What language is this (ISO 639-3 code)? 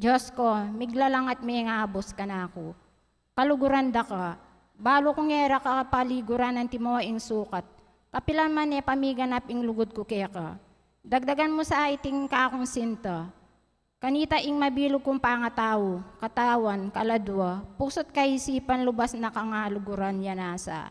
pam